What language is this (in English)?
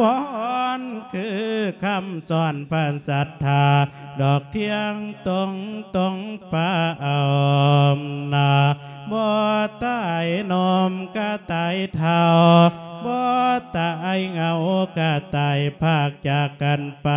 Lao